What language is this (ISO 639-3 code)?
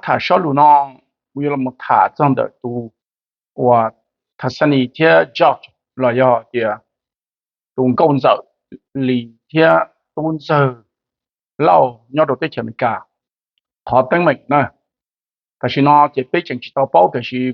hmn